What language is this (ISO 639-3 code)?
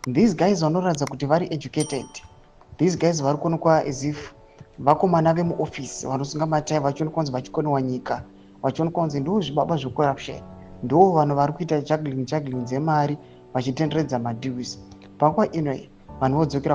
sna